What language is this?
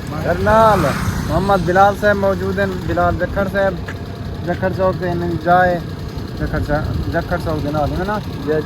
Saraiki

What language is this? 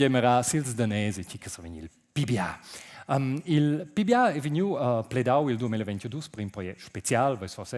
Romansh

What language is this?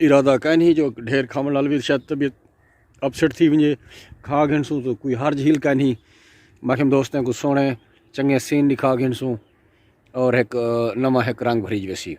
Saraiki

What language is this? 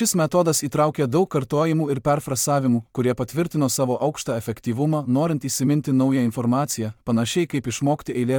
Lithuanian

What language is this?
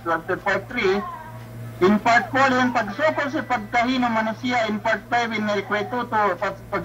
Yakan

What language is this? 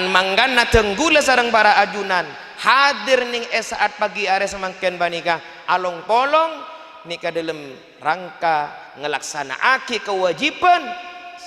Madurese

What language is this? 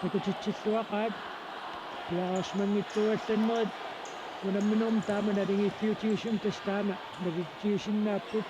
Kalaallisut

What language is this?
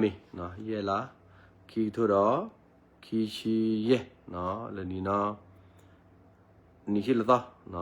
S'gaw Karen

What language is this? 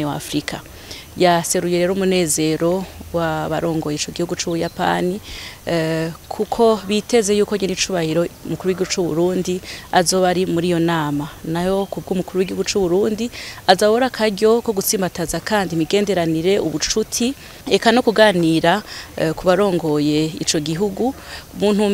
Rundi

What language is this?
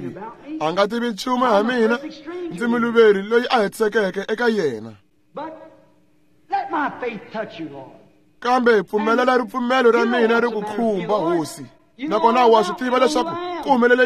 Tsonga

